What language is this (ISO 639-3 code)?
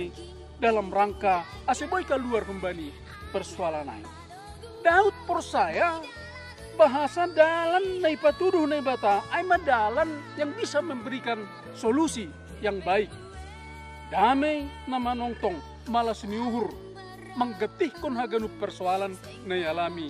bts